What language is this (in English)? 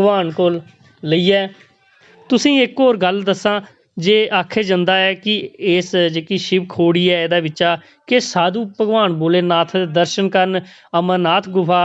Dogri